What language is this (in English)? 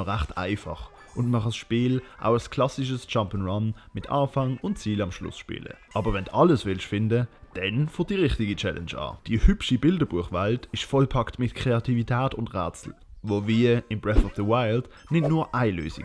Swiss German